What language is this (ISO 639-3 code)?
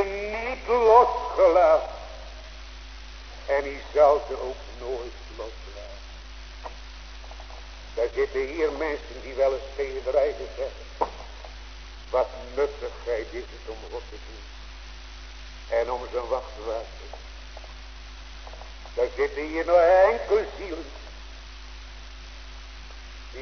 nld